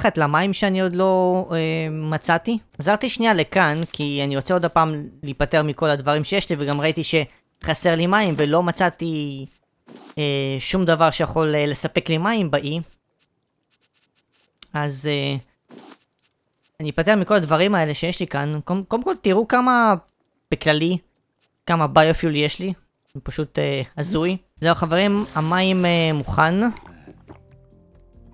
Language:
Hebrew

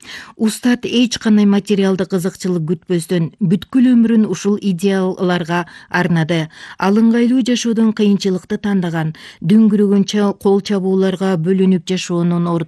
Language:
Kyrgyz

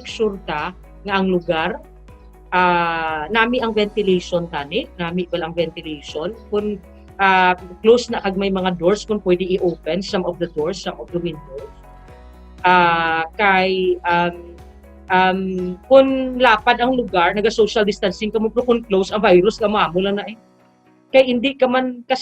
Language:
Hiligaynon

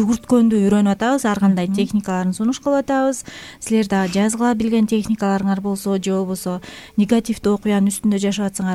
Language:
Kyrgyz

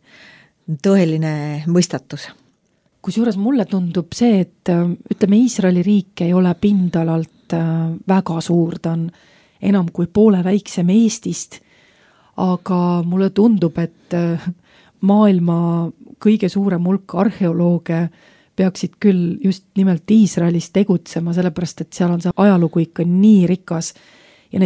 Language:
Estonian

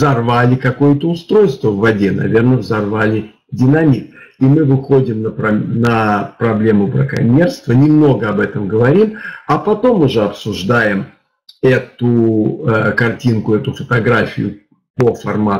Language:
Russian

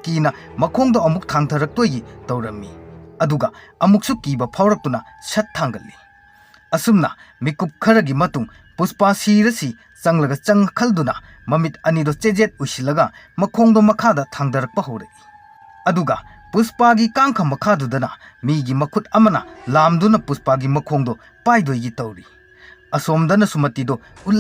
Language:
Manipuri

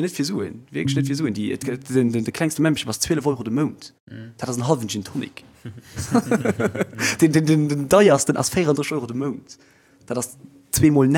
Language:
Luxembourgish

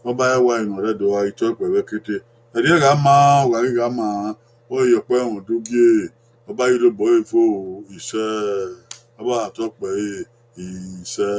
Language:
Bini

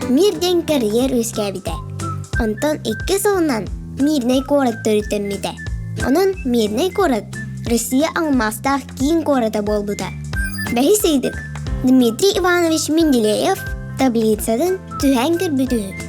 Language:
Yakut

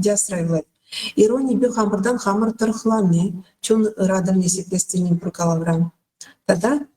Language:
Chuvash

